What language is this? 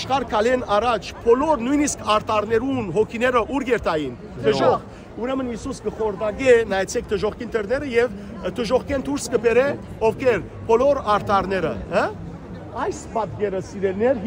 Western Armenian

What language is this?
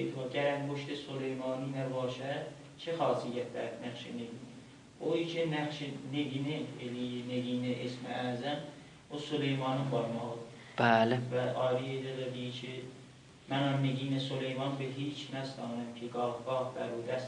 South Azerbaijani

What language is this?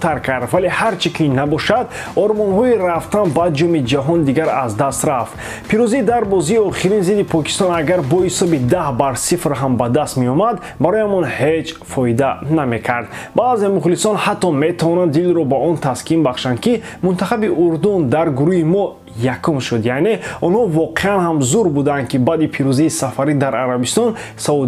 Tajik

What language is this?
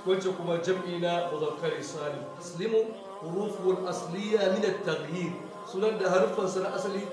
Hausa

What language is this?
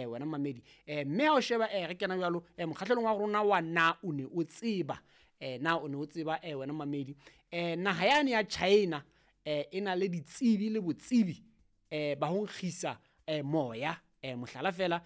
Southern Sotho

